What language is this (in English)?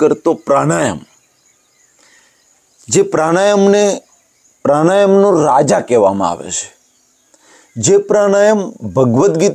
Gujarati